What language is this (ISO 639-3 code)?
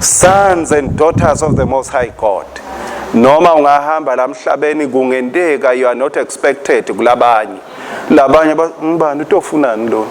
ssw